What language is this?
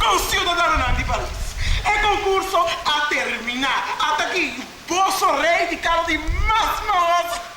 Papiamento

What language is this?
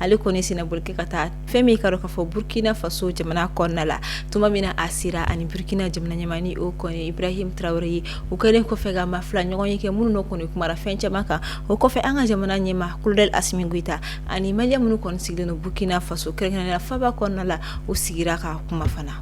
Bambara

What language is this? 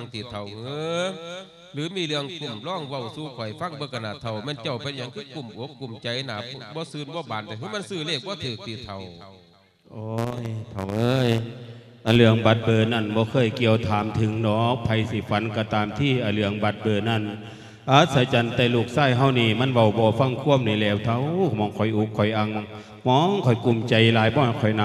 Lao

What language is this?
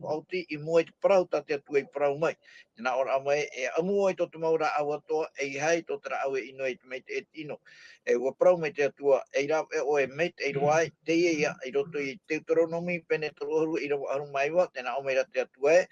Tahitian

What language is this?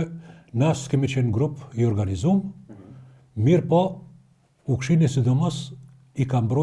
Albanian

